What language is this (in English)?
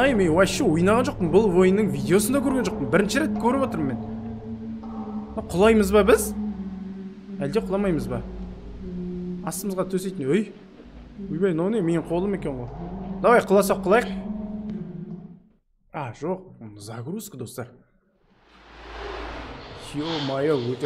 Kazakh